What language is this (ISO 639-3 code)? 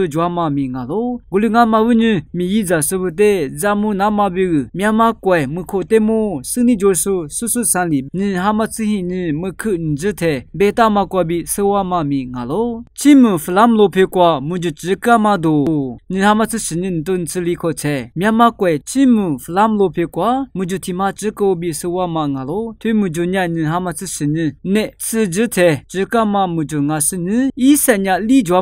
lis